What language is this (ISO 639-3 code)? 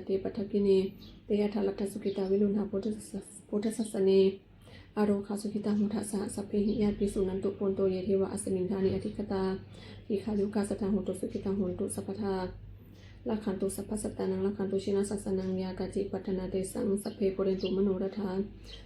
pli